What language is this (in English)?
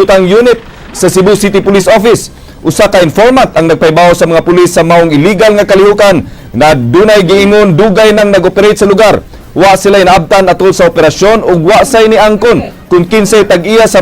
Cebuano